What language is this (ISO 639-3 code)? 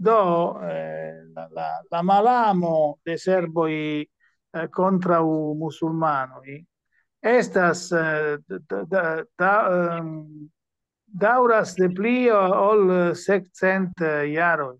epo